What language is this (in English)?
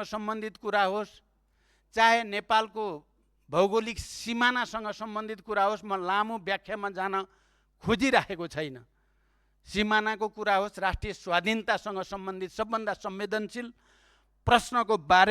Nepali